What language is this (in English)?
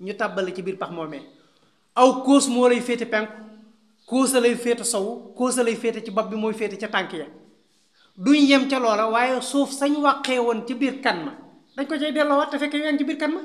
Wolof